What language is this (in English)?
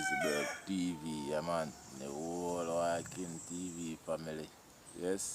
Jamaican Creole English